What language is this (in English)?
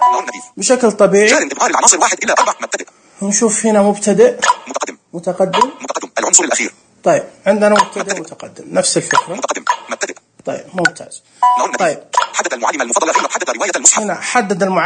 Najdi Arabic